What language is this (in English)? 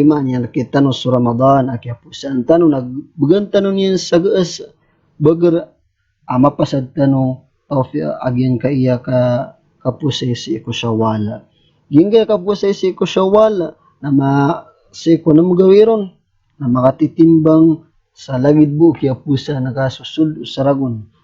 Maranao